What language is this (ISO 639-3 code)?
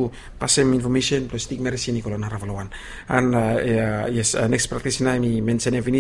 bis